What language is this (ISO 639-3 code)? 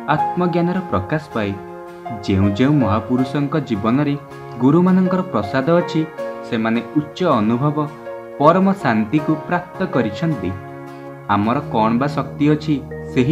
ori